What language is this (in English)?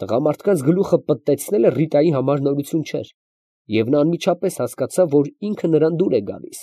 Armenian